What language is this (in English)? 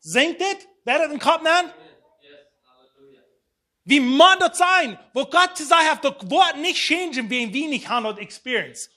Plautdietsch